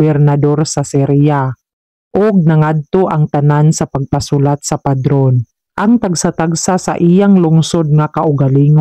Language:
Cebuano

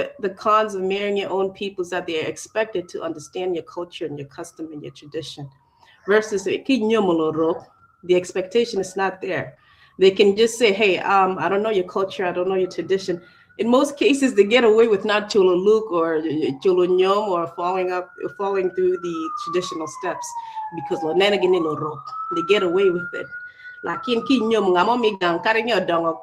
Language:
Acoli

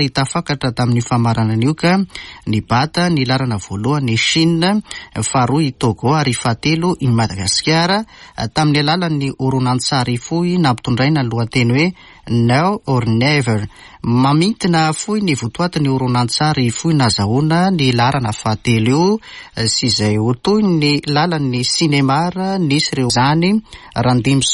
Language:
Malagasy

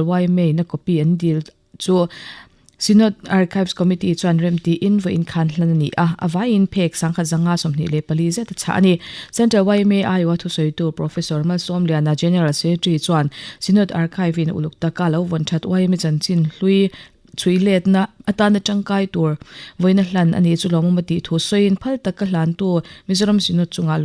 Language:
Mizo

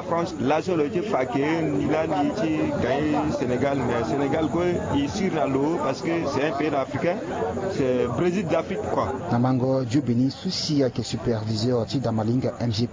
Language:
Sango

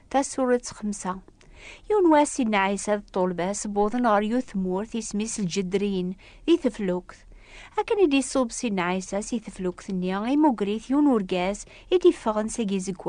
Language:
Kabyle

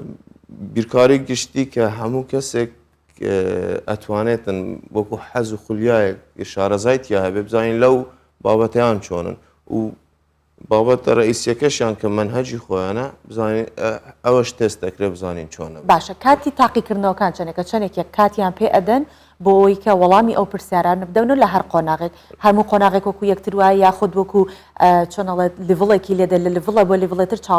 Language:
Central Kurdish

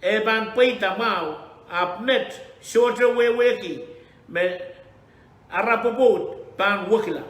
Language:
Pohnpeian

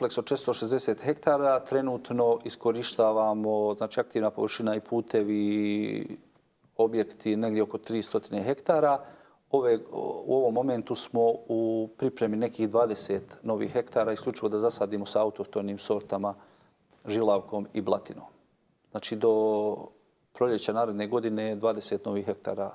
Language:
Bosnian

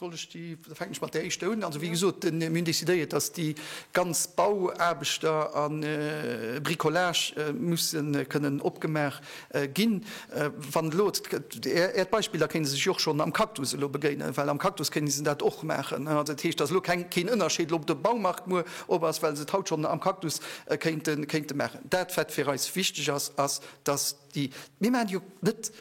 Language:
Luxembourgish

